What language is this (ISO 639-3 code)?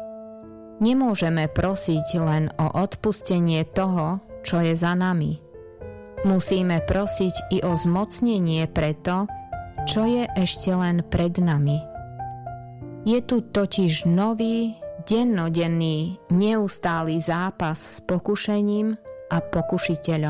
slk